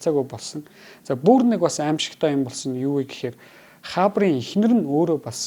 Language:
Mongolian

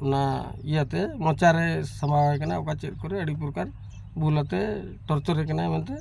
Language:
Santali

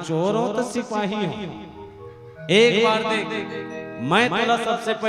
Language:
Chhattisgarhi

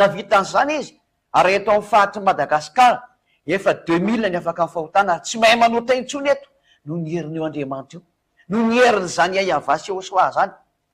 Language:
Malagasy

